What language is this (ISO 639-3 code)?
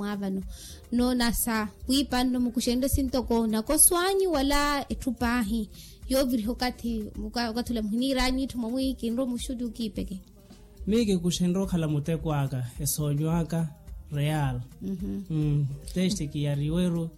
vmw